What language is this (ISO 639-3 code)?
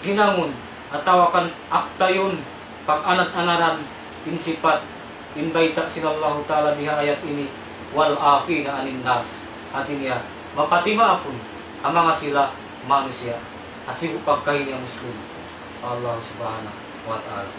tsg